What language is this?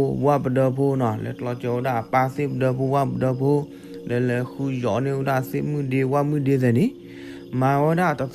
S'gaw Karen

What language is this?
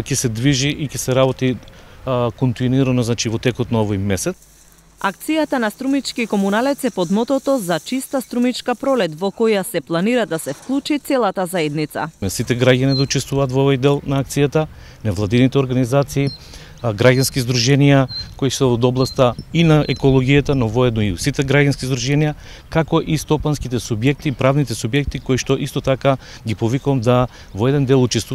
Macedonian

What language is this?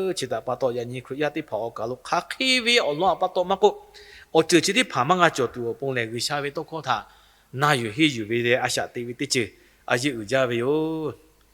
Lahu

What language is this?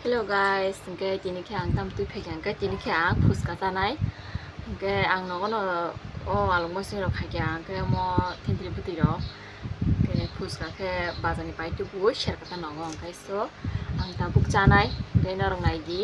Kok Borok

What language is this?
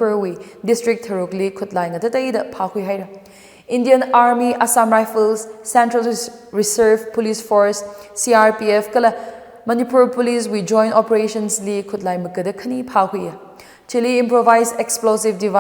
Tangkhul Naga (India)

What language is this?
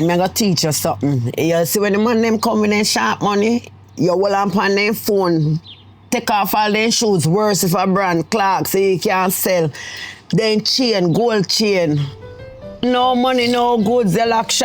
Jamaican Creole English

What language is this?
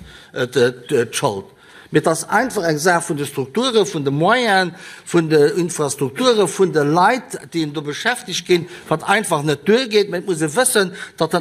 Luxembourgish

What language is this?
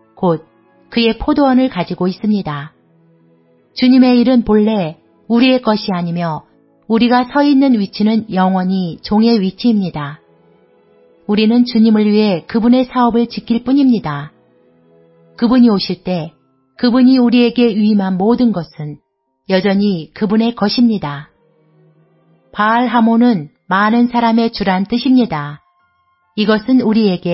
Korean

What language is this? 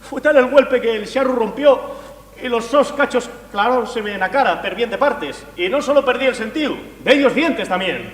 Asturian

